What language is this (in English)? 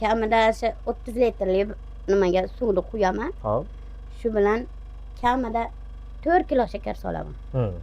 Uzbek